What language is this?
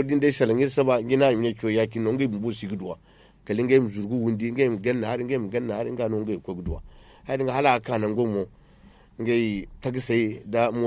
Zarma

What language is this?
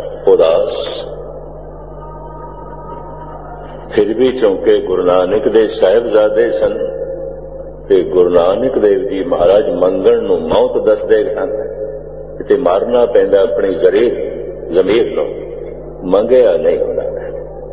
Punjabi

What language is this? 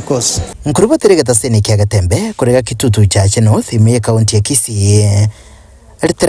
Gusii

